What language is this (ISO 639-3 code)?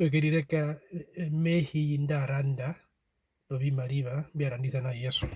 her